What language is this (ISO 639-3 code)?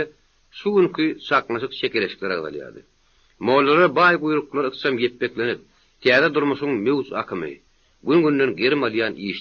tuk